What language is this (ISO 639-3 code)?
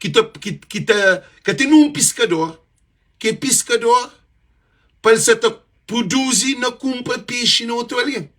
kea